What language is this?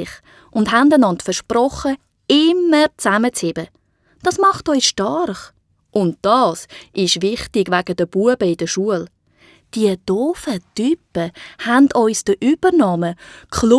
Swiss German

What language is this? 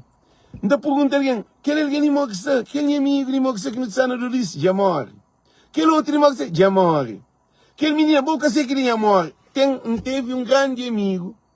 Kabuverdianu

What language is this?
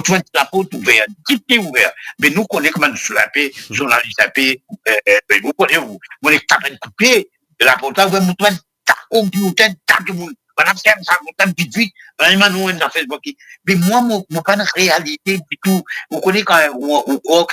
Morisyen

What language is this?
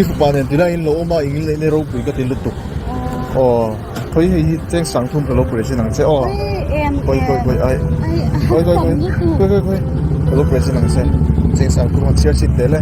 Mizo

